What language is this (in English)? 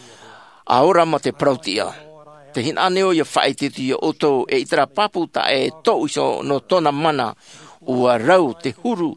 Tahitian